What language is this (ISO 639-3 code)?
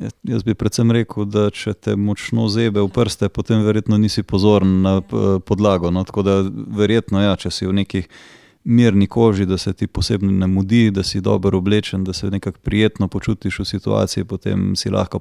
slv